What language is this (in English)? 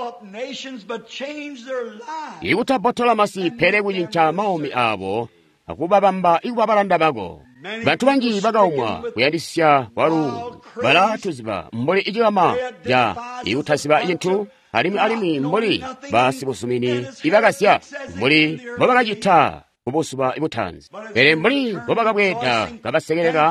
Tonga (Zambia)